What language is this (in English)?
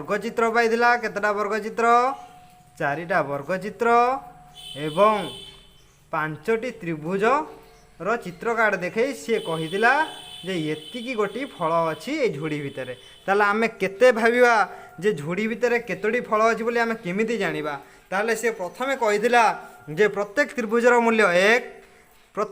Odia